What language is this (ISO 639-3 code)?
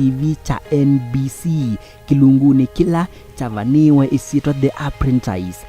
kam